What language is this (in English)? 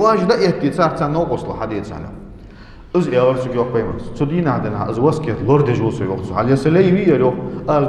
Ingush